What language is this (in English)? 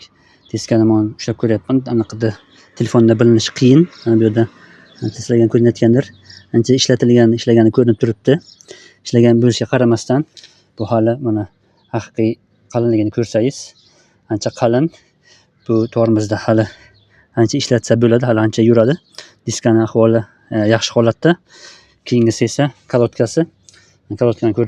Uzbek